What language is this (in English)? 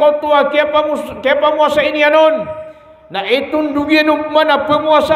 Maranao